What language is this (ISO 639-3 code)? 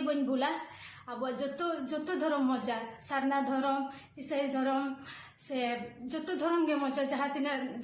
sat